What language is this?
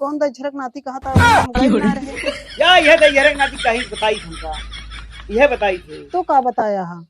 Awadhi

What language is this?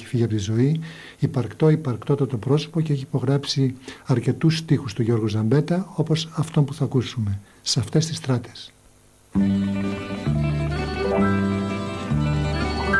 Greek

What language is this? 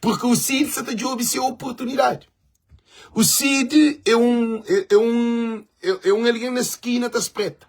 Kabuverdianu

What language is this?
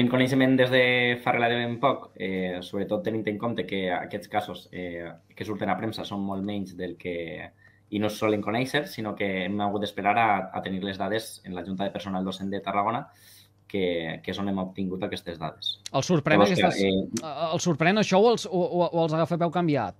Catalan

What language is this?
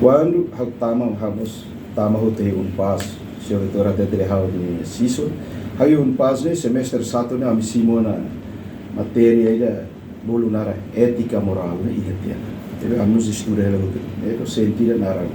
Tetum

